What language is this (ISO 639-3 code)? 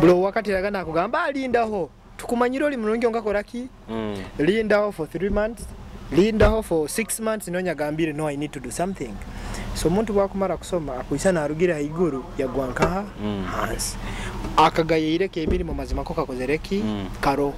nyo